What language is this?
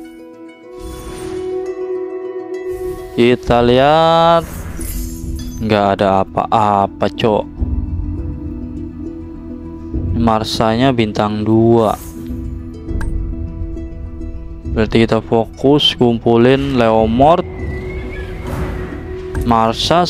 Indonesian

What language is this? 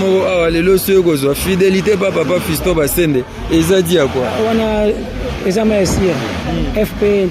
Lingala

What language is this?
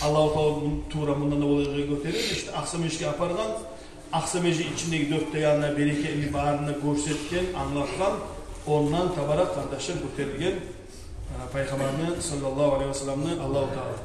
Kumyk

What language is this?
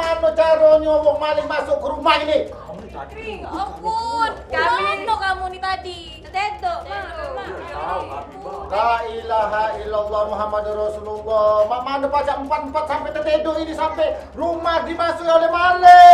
Musi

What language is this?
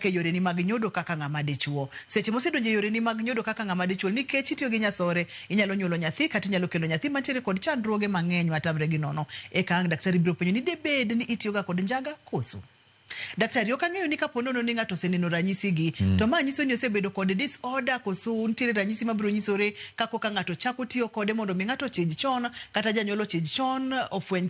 Luo (Kenya and Tanzania)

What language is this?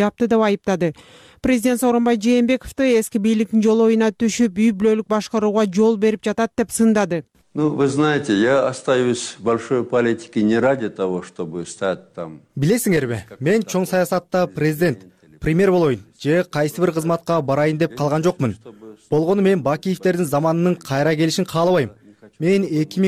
Kyrgyz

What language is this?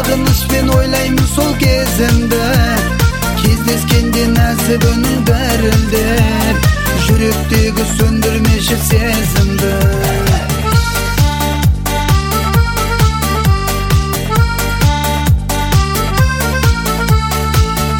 Kazakh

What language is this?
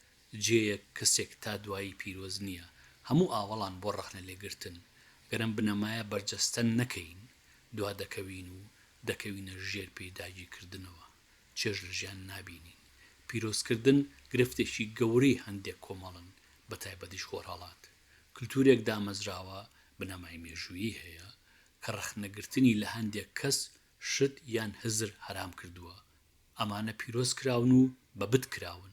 Central Kurdish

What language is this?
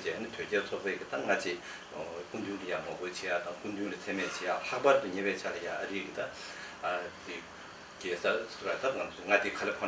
Tibetan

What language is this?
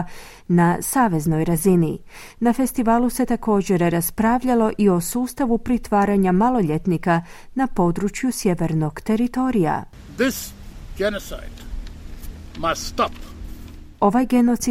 Croatian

